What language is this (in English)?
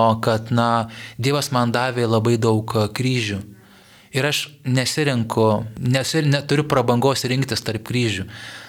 Lithuanian